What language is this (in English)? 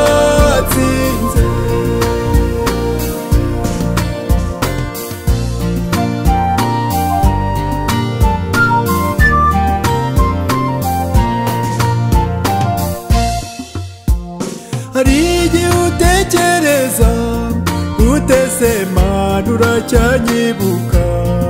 Kinyarwanda